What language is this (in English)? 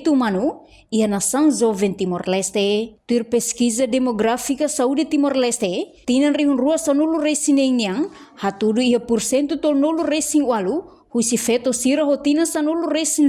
Tetum